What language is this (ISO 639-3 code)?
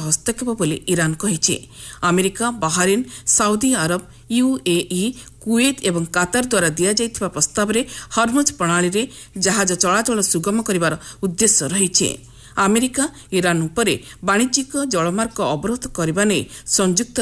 ori